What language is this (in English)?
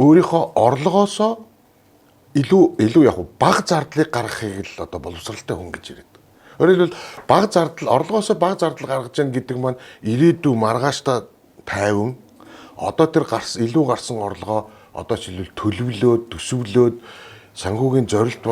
Mongolian